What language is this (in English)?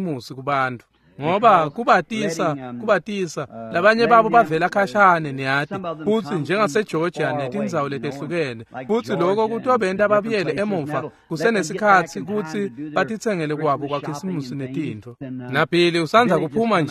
Swati